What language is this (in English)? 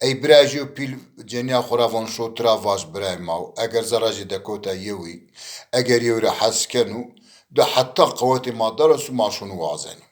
Zaza